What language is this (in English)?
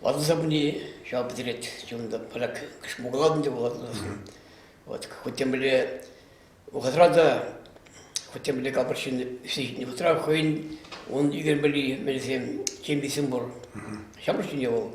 Chuvash